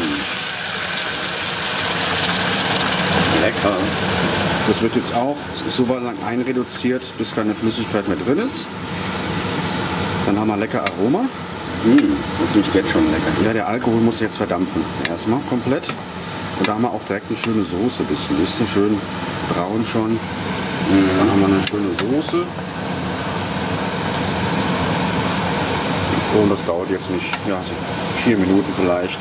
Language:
German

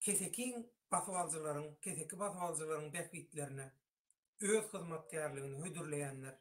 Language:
Turkmen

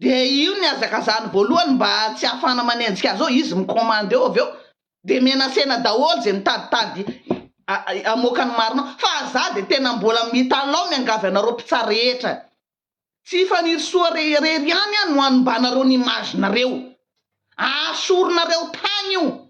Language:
Malagasy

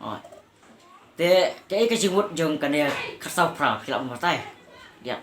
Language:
Khasi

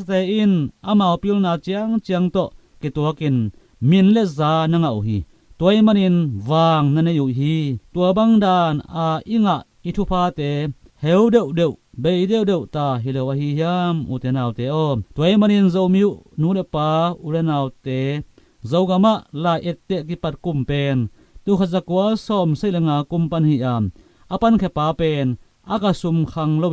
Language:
Tedim Chin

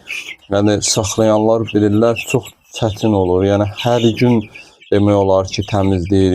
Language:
Azerbaijani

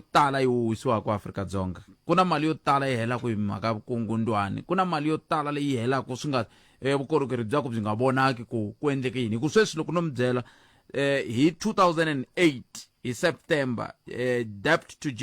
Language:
Tsonga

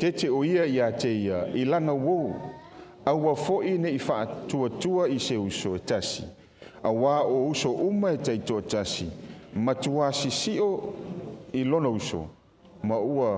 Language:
Samoan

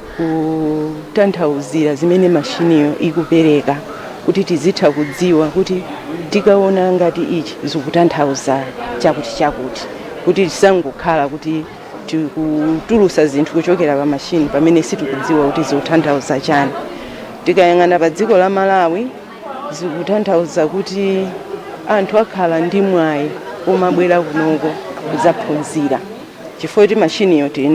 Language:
Nyanja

